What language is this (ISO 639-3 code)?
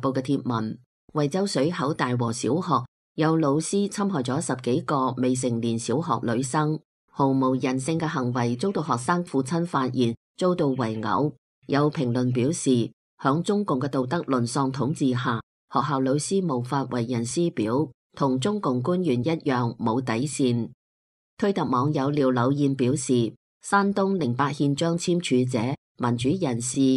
yue